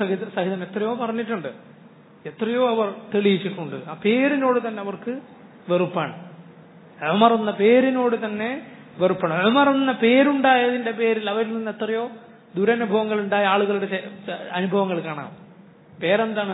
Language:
Malayalam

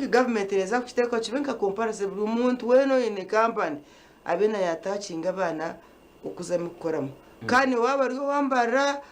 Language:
Nyankole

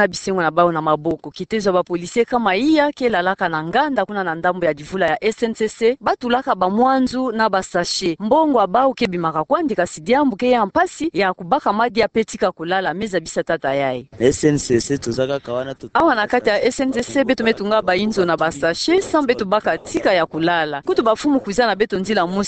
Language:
Kituba (Democratic Republic of Congo)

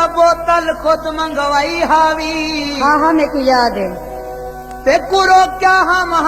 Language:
Saraiki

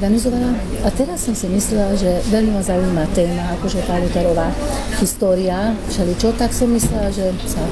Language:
Slovak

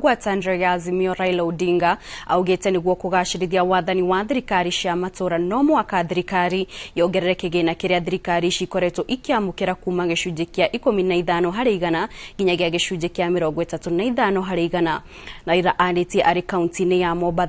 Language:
Kikuyu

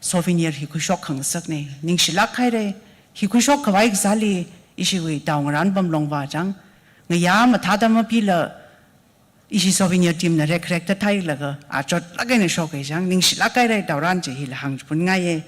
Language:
Tangkhul Naga (India)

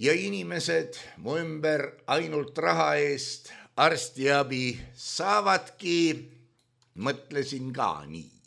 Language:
Estonian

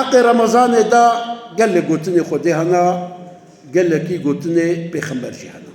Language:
Kurdish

